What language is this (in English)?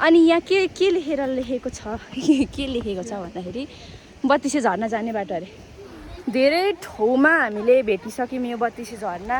Nepali